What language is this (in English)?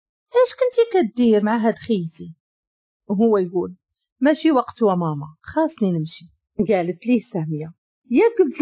Moroccan Arabic